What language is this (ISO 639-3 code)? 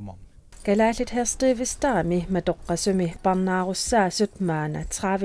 kal